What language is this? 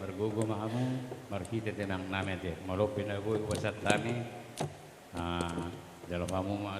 Batak Toba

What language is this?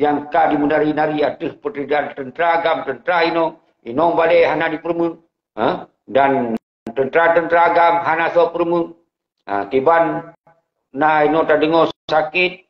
Achinese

